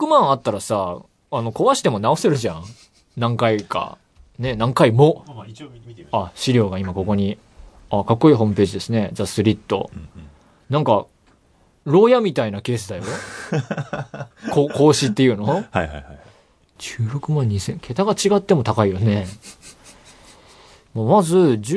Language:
Japanese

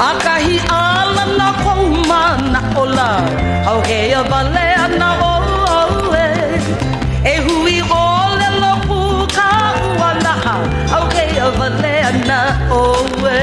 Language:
Hawaiian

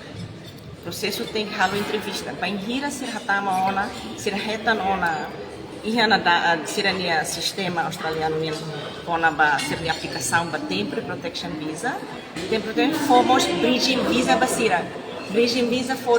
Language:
Tetum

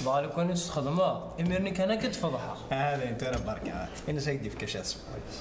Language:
Kabyle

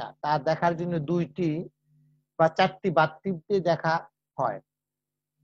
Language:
Bangla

